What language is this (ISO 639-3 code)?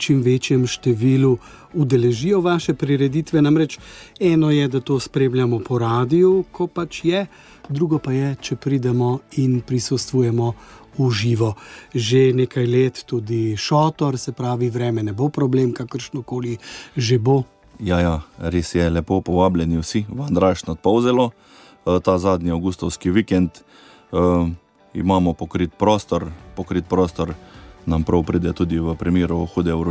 slv